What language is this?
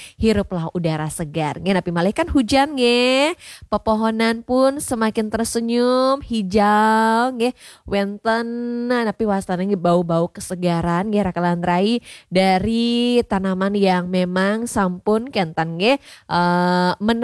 Balinese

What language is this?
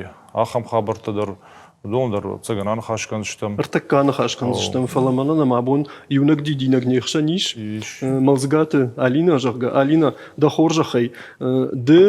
Ossetic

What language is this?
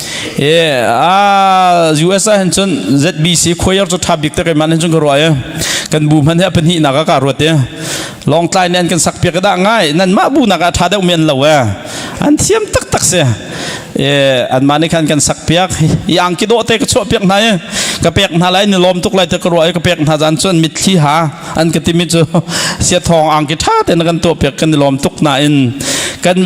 Hakha Chin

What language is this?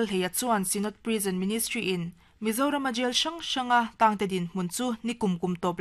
Mizo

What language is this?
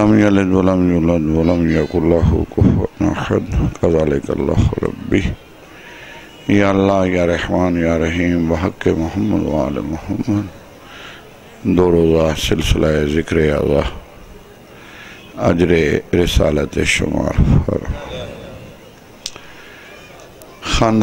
Urdu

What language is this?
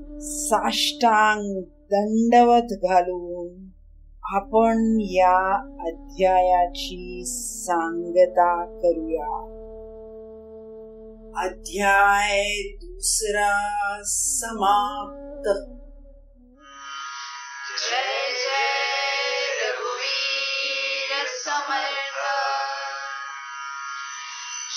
Marathi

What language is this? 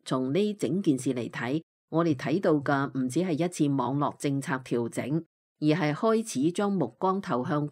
Cantonese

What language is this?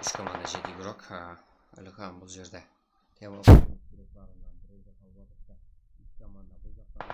Kara-Kalpak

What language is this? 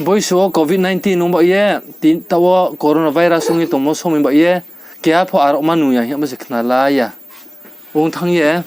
Riang (India)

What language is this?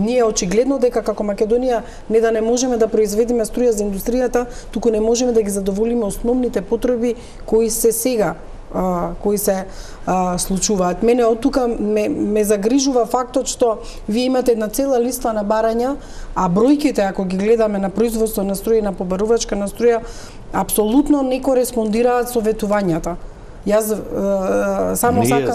Macedonian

